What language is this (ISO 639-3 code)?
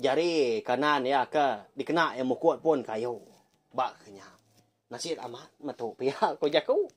iba